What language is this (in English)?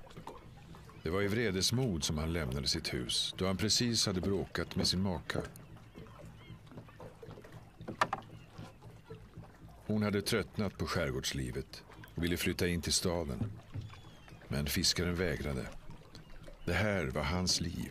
Swedish